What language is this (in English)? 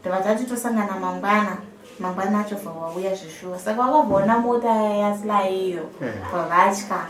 Shona